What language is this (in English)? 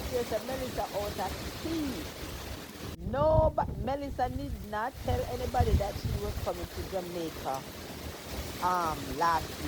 Jamaican Creole English